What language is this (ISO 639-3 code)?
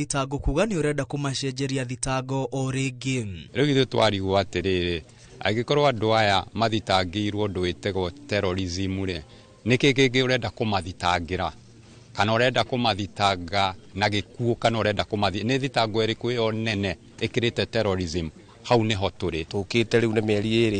kik